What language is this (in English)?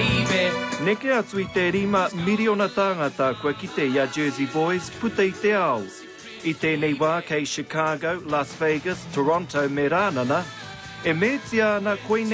Māori